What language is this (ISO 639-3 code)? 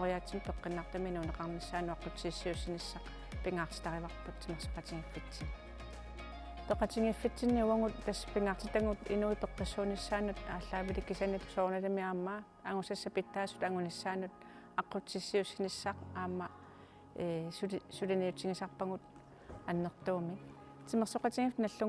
kal